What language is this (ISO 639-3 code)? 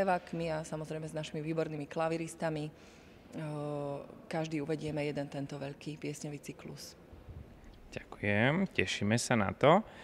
slk